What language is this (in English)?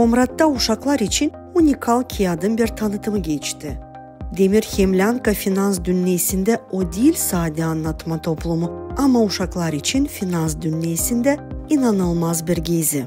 Gagauz